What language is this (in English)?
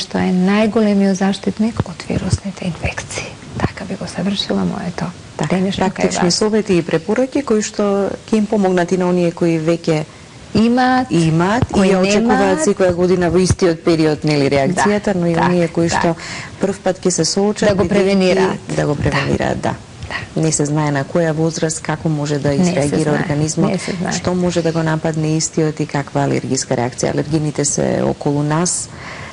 Macedonian